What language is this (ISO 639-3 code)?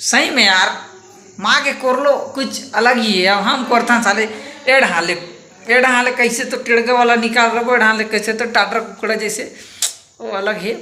hne